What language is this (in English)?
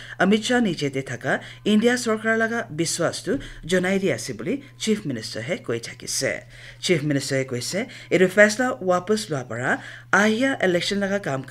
Naga Pidgin